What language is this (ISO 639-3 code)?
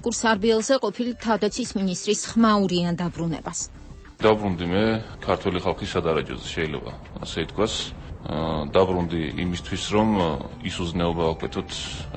kat